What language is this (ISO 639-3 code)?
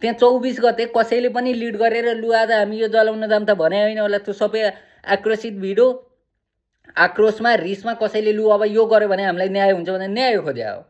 nep